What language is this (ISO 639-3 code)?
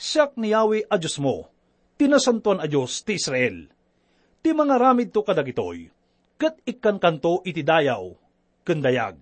ilo